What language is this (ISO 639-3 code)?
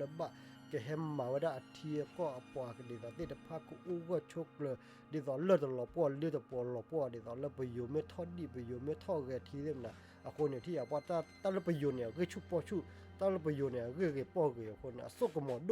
ksw